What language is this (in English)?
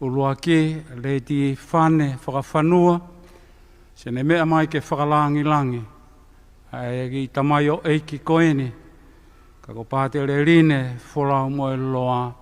Tongan